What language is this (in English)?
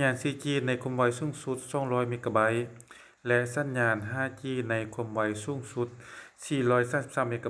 Lao